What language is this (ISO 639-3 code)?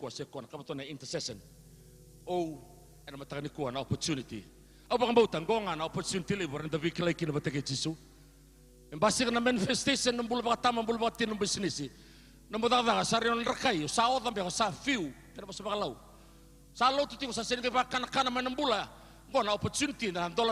fij